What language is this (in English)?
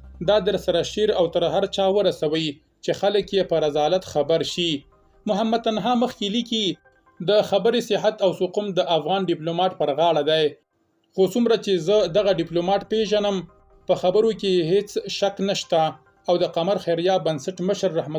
Pashto